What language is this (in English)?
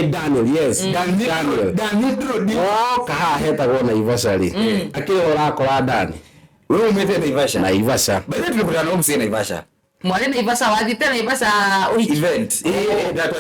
Kikuyu